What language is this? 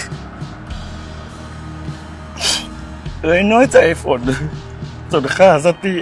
Lao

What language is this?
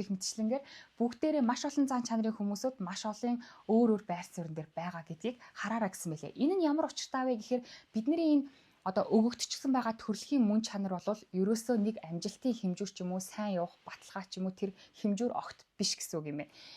Mongolian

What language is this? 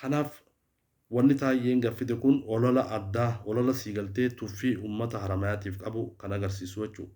Oromo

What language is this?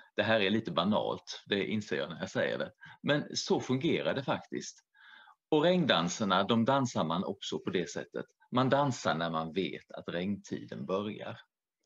Swedish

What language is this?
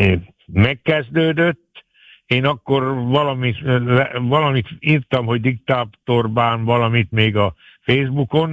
Hungarian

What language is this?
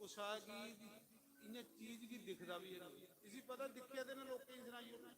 Dogri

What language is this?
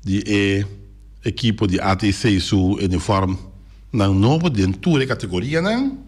Papiamento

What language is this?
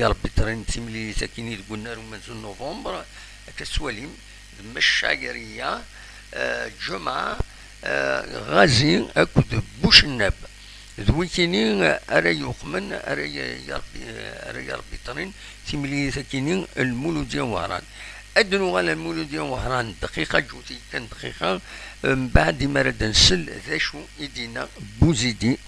Kabyle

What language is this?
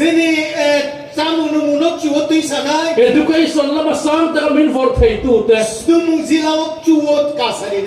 Riang (India)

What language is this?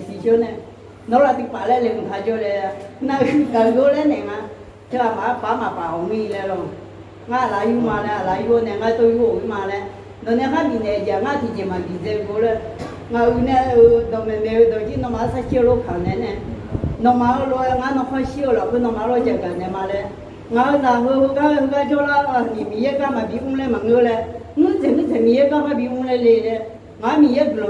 Akha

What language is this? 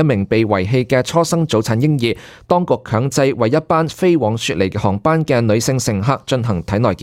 Cantonese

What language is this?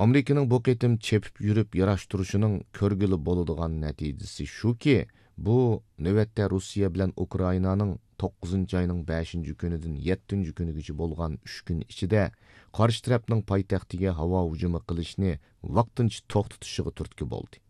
Uyghur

